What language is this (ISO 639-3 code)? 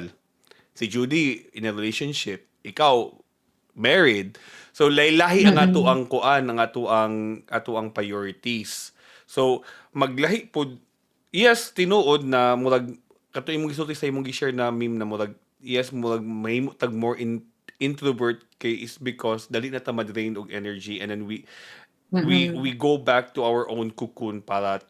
ceb